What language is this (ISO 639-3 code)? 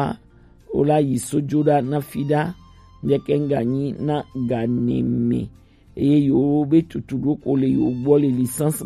gej